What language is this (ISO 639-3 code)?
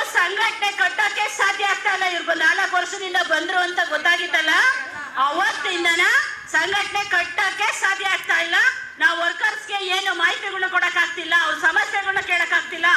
kan